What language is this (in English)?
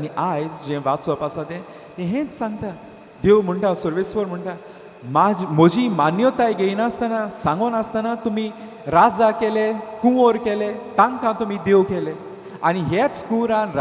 Konkani